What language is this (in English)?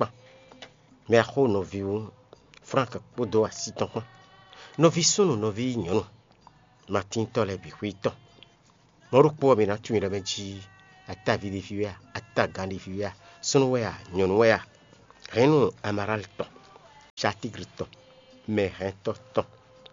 Fon